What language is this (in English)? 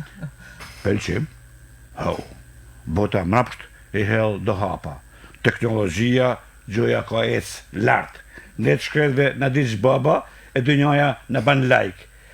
Albanian